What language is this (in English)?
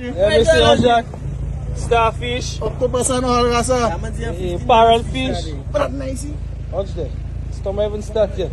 Jamaican Creole English